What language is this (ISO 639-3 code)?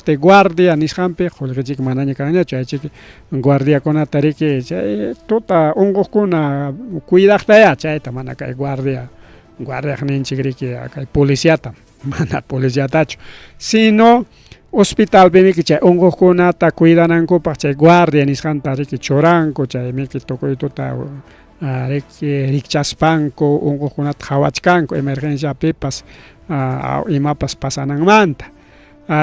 quy